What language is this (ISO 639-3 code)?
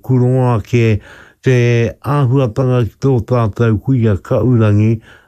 mri